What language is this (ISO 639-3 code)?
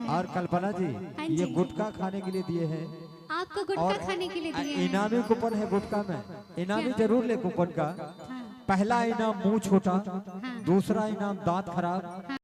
mai